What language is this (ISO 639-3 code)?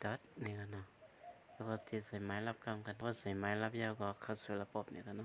shn